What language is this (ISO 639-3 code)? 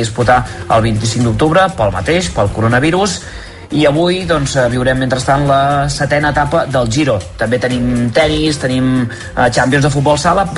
cat